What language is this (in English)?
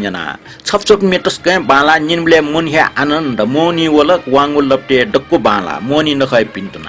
Newari